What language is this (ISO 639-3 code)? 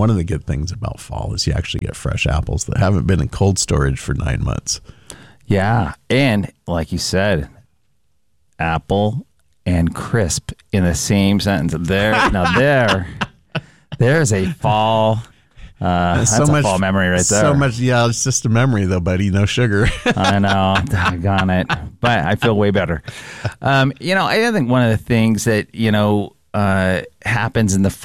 eng